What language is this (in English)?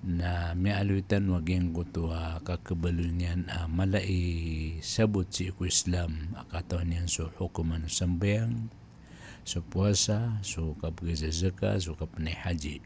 Maranao